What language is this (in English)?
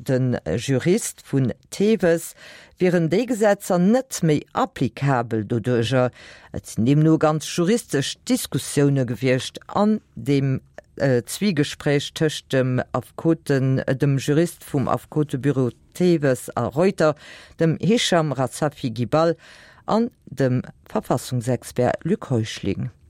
Luxembourgish